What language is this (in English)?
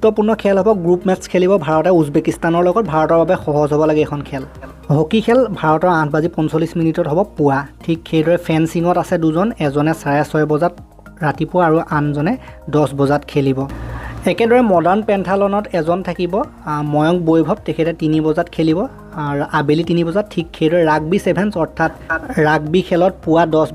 Assamese